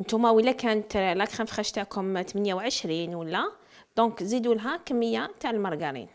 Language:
Algerian Arabic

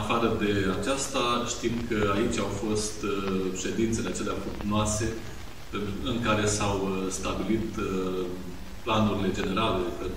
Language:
Romanian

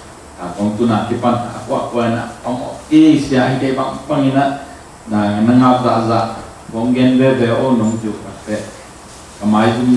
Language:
Tedim Chin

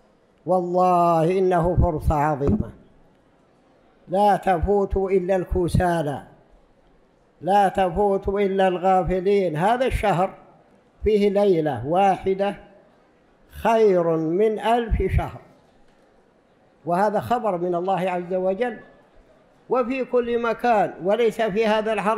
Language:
Arabic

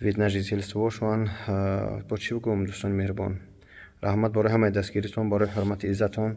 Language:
Tajik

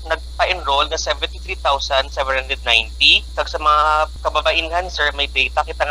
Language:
Kinaray-a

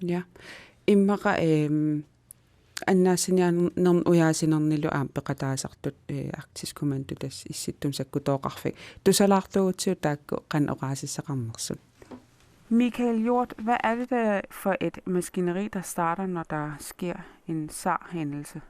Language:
Kalaallisut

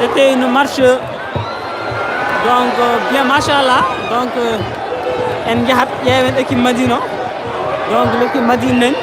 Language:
Fula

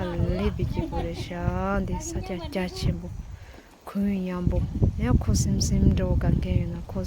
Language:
Tibetan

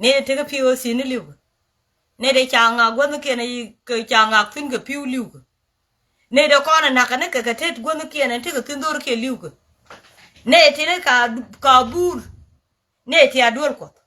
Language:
Nuer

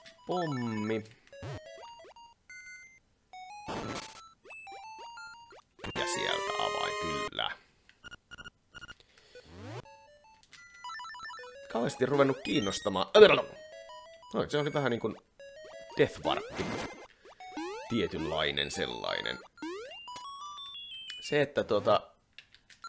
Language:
Finnish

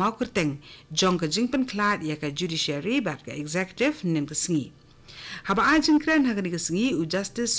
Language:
Khasi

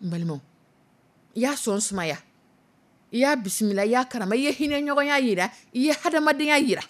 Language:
Dyula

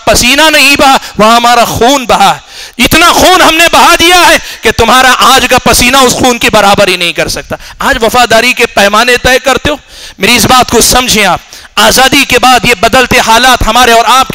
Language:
Urdu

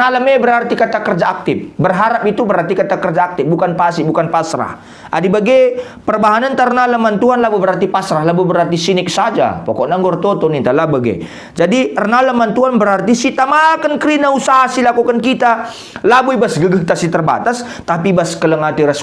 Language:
Batak Karo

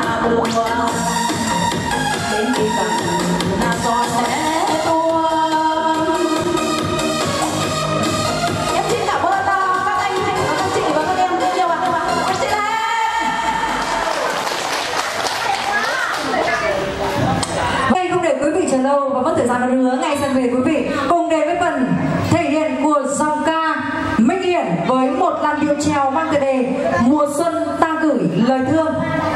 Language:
Vietnamese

